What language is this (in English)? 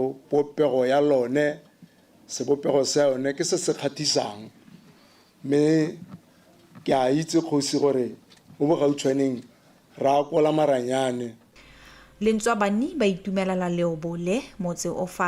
Tswana